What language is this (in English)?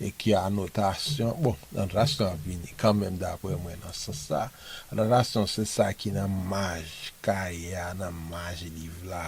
Haitian Creole